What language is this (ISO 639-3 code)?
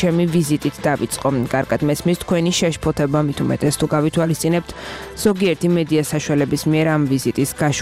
kat